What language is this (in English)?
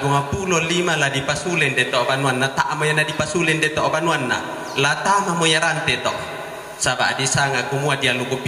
Toraja-Sa'dan